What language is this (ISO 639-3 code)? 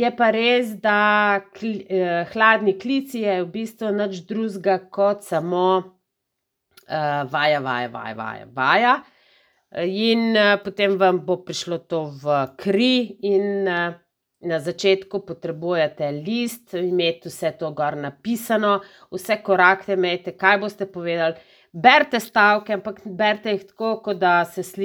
slv